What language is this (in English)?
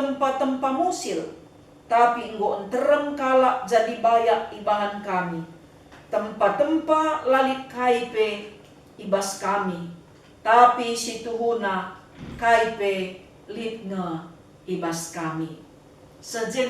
Batak Karo